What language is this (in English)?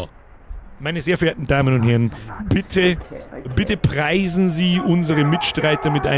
Bavarian